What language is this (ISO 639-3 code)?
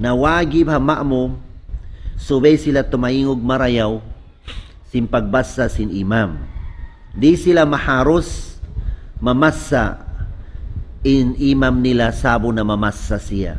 tsg